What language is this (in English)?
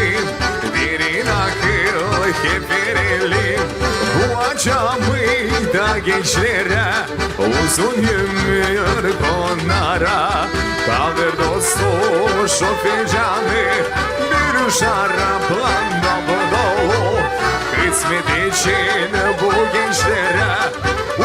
Gagauz